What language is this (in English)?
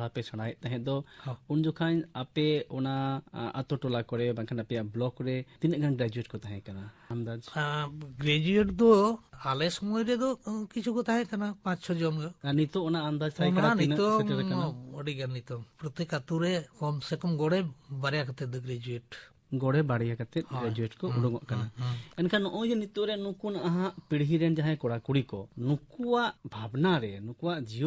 Santali